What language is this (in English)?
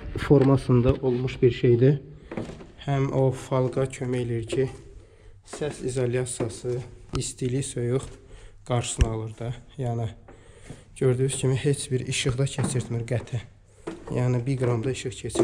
Azerbaijani